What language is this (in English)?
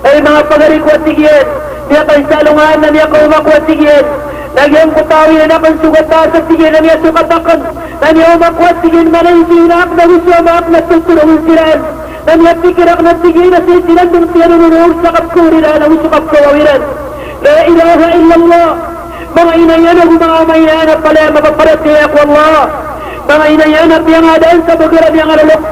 Maranao